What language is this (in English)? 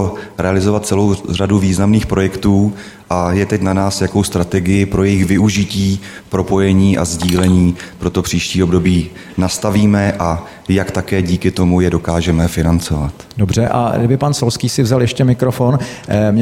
Czech